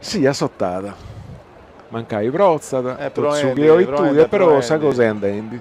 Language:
Sardinian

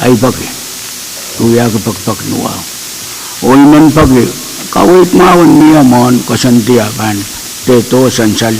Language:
Pohnpeian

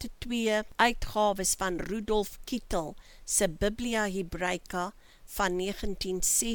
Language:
Afrikaans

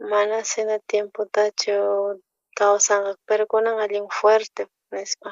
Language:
South Bolivian Quechua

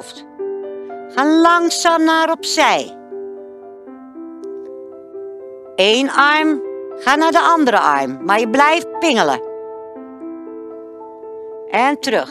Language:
Dutch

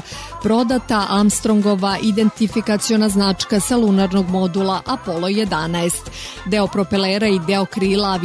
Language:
Serbian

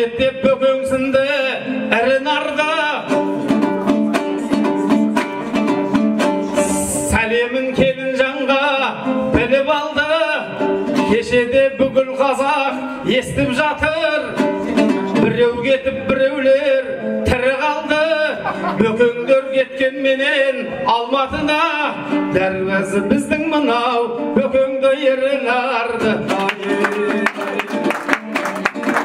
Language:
Kazakh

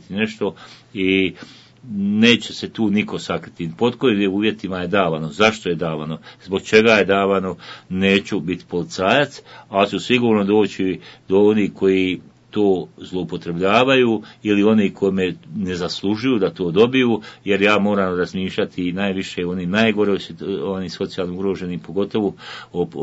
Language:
Bosnian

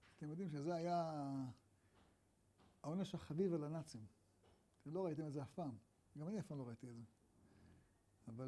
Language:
Hebrew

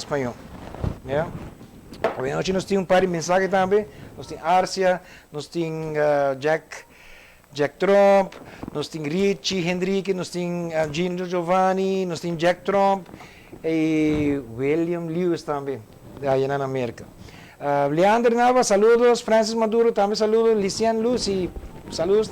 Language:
Papiamento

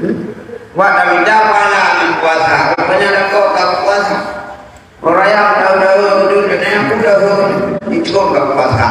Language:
Achinese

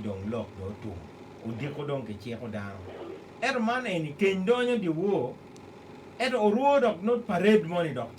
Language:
Acoli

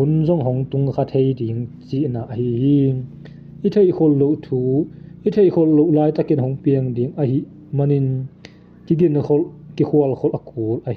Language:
Tedim Chin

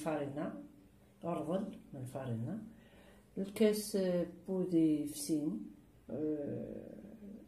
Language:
Kabyle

